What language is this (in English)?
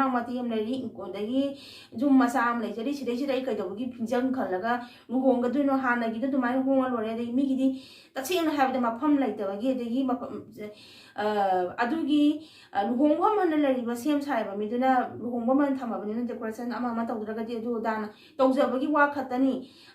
Manipuri